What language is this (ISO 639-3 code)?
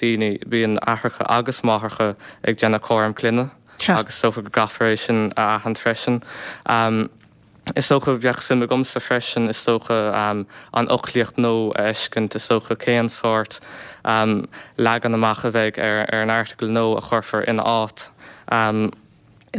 gle